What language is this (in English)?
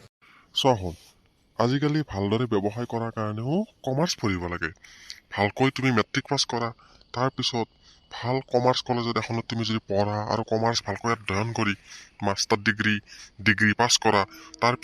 Assamese